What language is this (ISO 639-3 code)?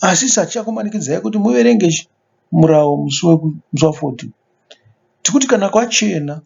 sna